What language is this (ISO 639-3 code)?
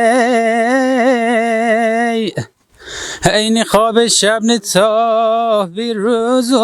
fas